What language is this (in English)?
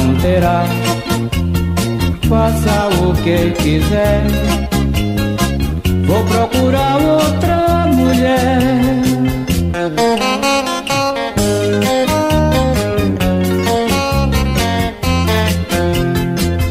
Portuguese